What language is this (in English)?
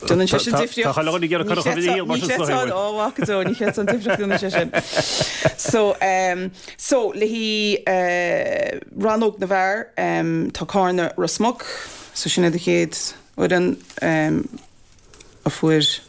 Irish